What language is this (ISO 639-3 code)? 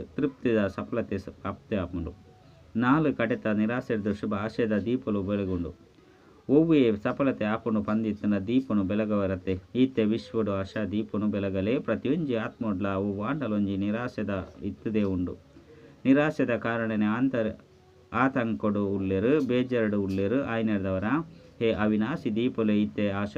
tcy